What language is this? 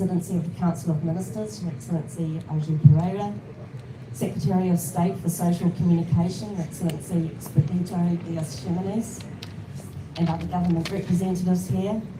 Tetum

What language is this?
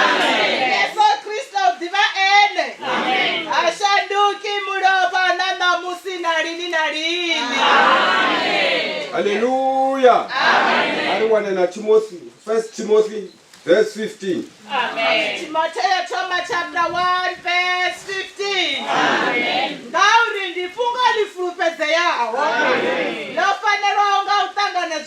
Venda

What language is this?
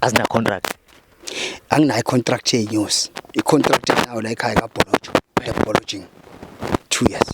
Zulu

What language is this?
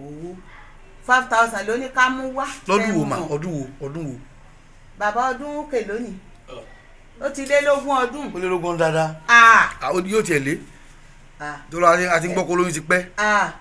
Yoruba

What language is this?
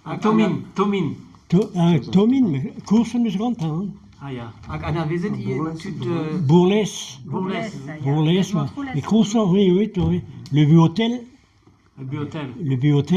Breton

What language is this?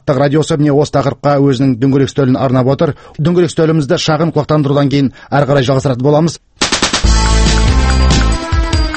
Kazakh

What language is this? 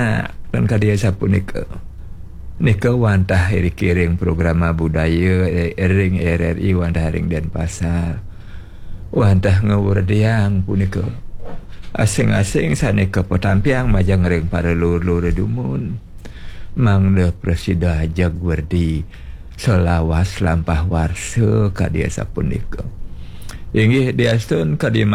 Balinese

